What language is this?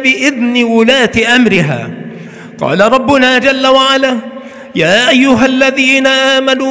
Arabic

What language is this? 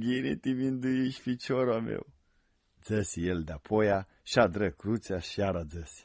Aromanian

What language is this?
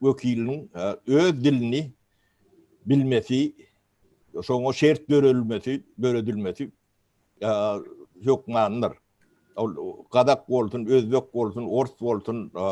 Turkmen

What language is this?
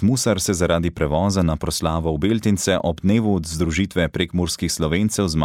Slovenian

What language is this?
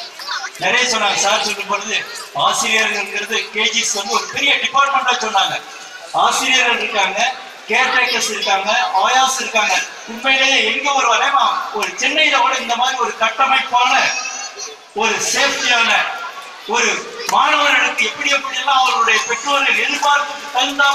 Tamil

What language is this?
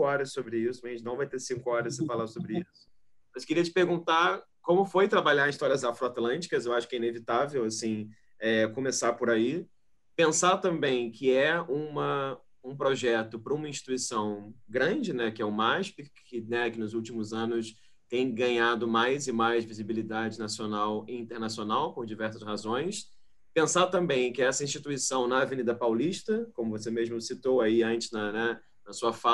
Portuguese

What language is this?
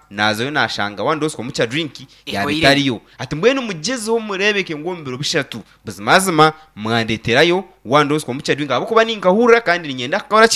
Nyankole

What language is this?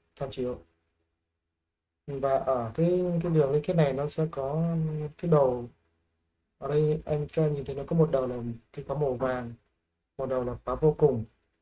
Vietnamese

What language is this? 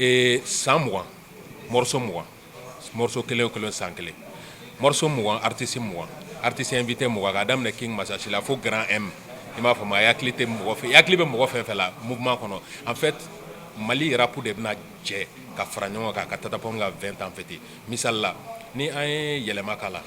Bambara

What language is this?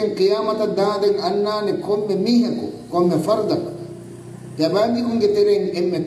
Divehi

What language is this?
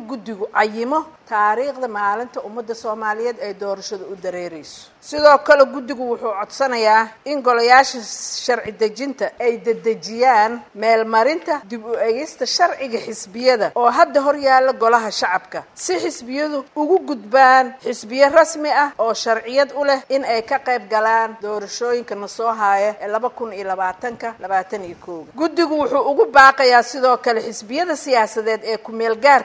Somali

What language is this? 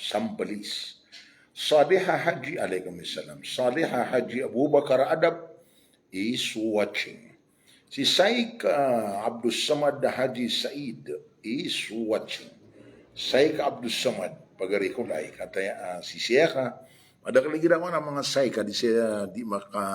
Maranao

